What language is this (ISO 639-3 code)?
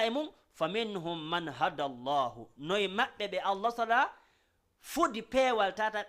ful